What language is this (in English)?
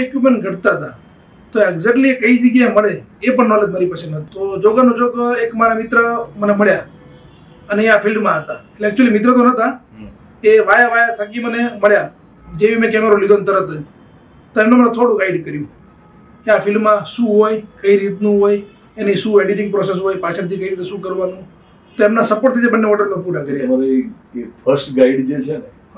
Gujarati